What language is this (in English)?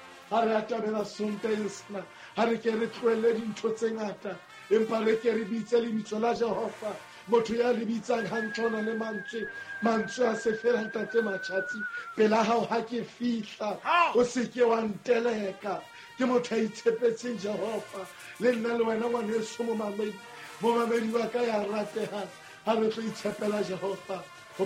Southern Sotho